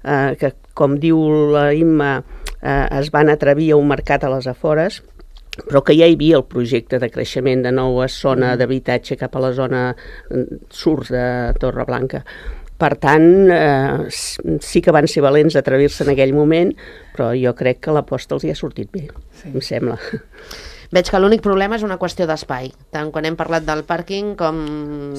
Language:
Catalan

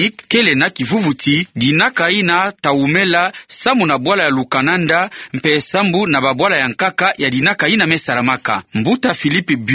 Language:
Kituba (Democratic Republic of Congo)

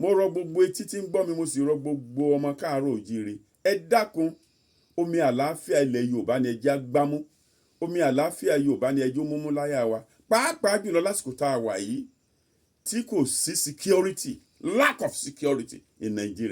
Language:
Yoruba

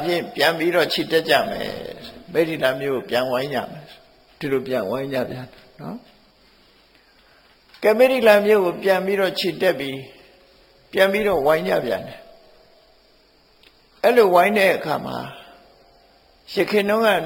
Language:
Burmese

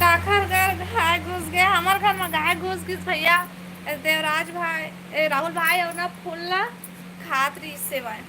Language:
Chhattisgarhi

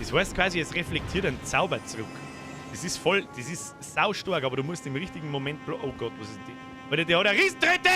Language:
Bavarian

